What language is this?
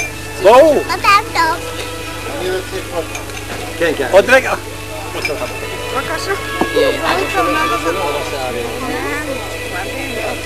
Hebrew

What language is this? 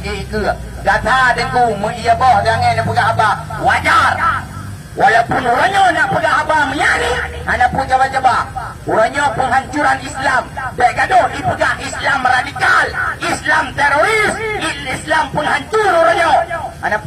Achinese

